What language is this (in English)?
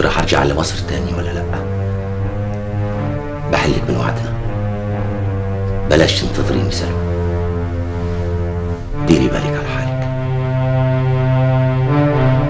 Egyptian Arabic